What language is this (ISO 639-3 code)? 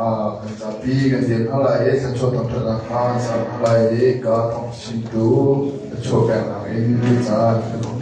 cnh